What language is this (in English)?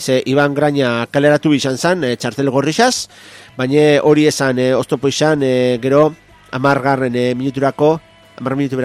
Basque